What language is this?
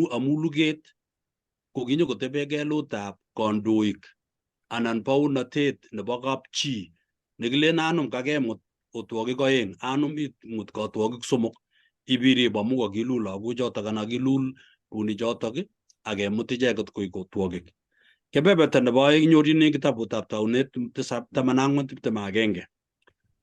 Kalenjin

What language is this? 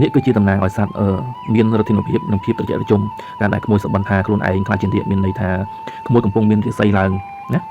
Khmer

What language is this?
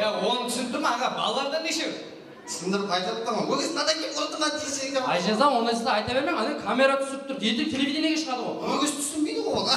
Kara-Kalpak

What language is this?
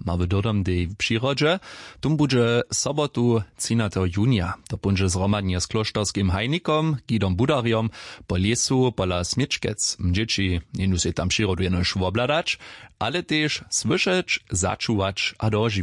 Upper Sorbian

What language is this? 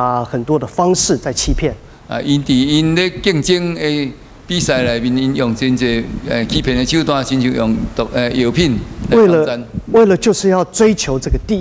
Min Nan Chinese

